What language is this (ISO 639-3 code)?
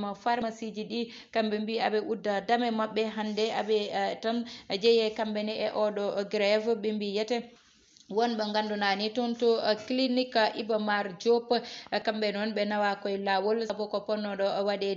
ful